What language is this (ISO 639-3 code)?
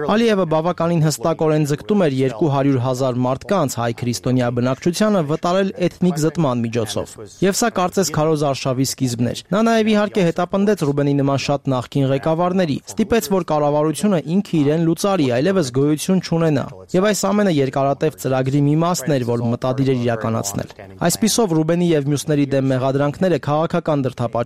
hye